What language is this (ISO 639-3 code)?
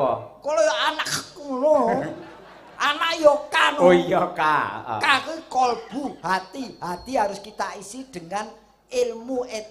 jav